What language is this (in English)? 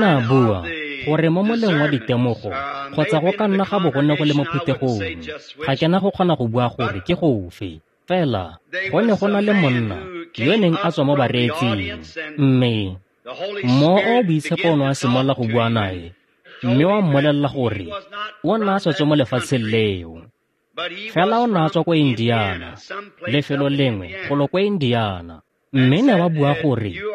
Tswana